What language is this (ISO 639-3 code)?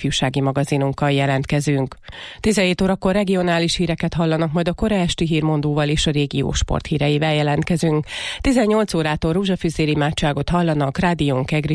hun